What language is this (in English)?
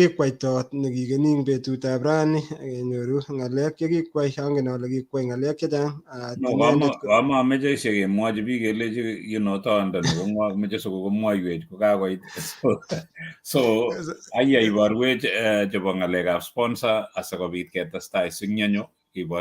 Kalenjin